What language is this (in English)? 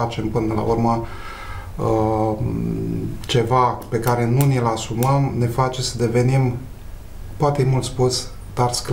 Romanian